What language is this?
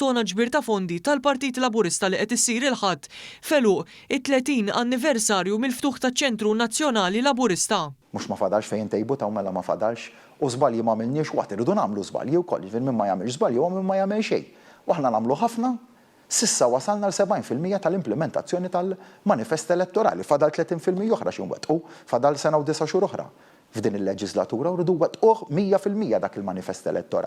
Maltese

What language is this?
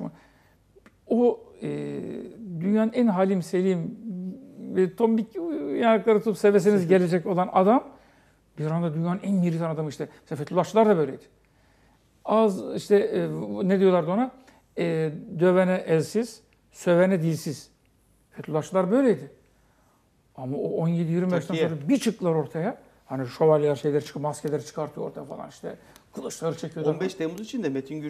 Turkish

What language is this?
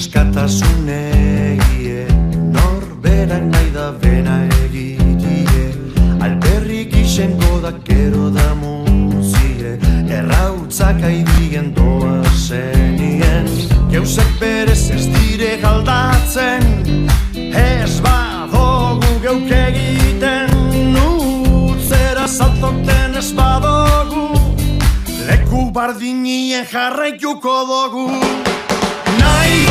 Basque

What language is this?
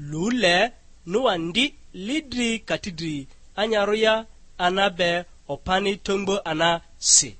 Lugbara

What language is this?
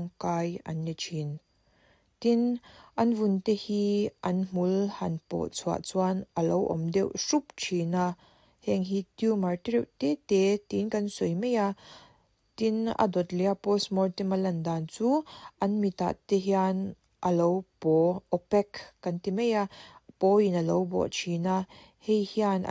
Mizo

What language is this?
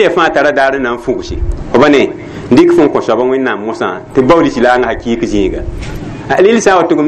Mossi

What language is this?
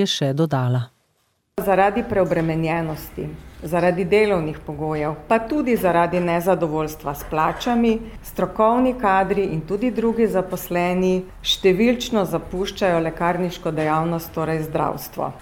Slovenian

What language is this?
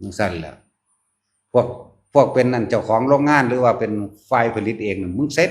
Northeastern Thai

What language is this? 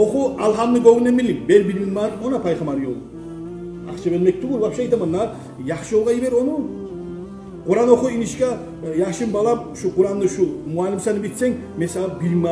Kumyk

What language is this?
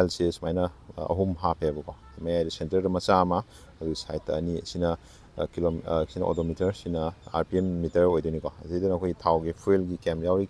Manipuri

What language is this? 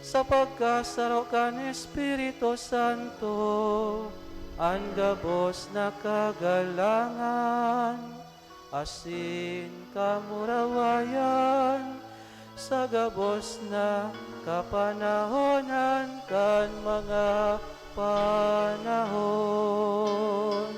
Bikol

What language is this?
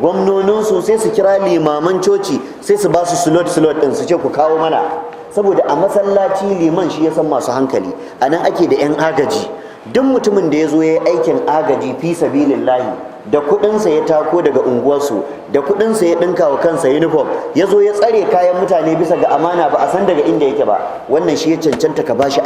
Hausa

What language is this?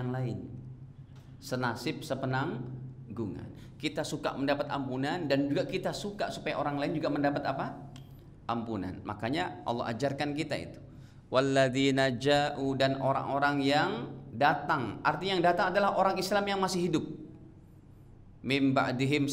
Indonesian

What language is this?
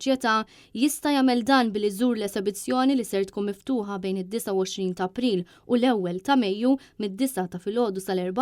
Maltese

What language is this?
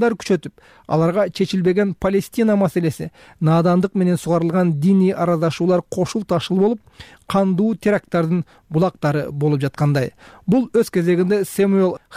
Kyrgyz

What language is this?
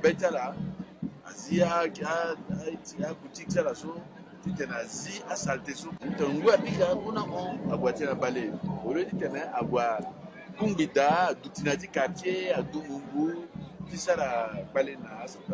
Sango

